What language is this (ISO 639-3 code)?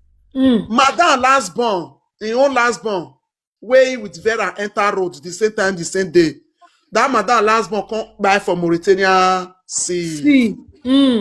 pcm